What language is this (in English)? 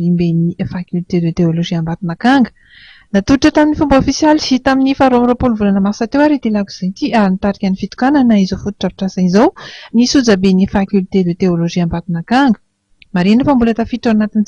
Malagasy